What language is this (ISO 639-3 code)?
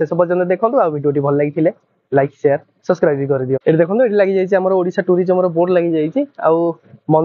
ori